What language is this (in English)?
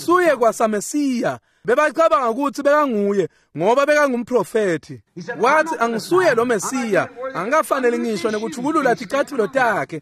Swati